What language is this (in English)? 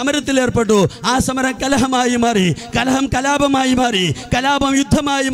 Malayalam